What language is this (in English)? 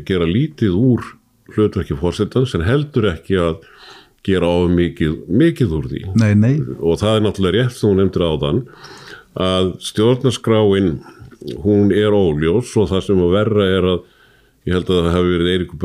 Icelandic